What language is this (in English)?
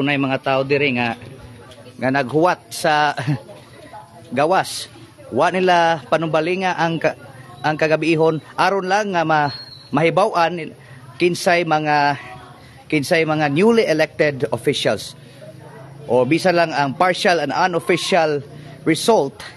Cebuano